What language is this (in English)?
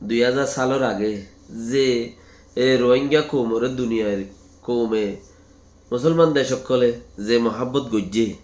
Rohingya